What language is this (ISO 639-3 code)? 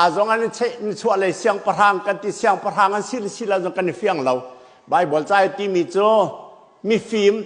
cnh